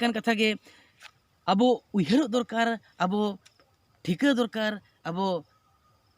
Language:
Santali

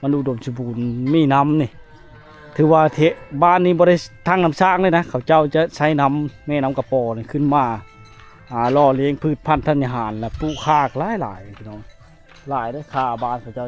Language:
Lao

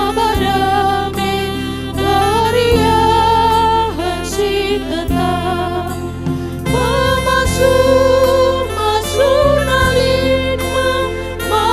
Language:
Batak Karo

